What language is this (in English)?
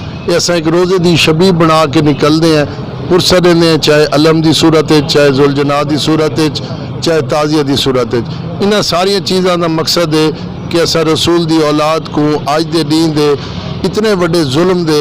Saraiki